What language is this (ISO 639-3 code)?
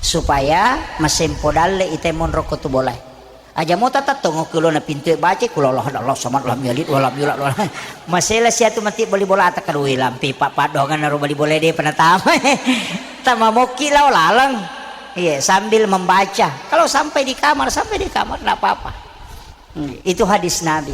bug